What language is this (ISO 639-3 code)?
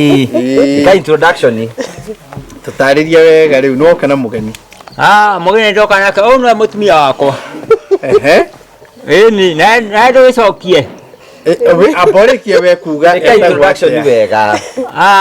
kik